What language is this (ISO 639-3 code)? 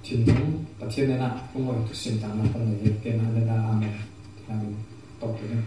cfm